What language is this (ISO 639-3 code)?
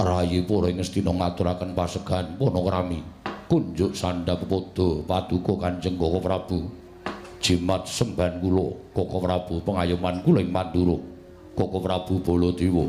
jav